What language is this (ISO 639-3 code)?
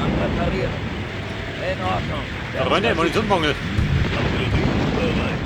bar